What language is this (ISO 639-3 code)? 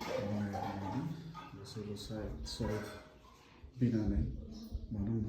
nep